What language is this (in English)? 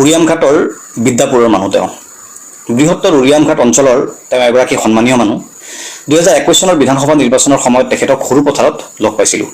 Assamese